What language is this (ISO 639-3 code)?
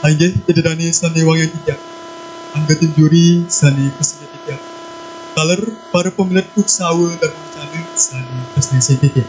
ban